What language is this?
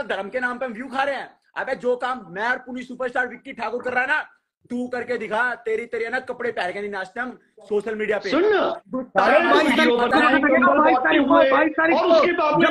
Hindi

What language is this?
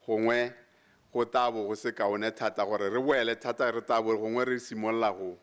Tswana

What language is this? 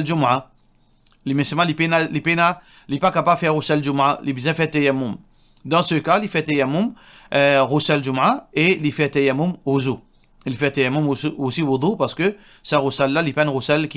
Morisyen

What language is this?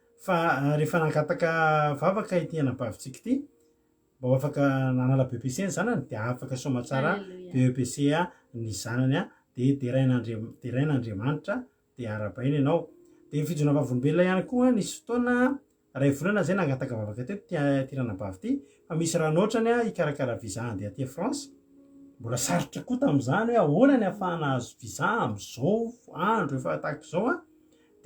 Malagasy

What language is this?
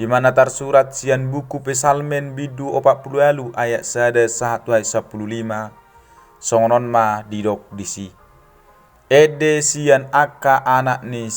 Batak Toba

